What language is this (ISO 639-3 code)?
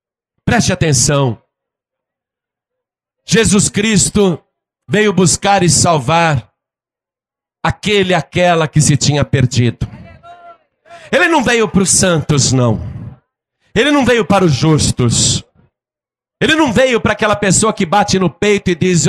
por